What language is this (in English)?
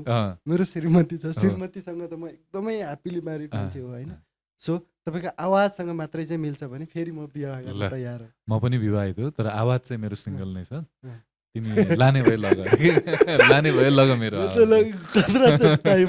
Nepali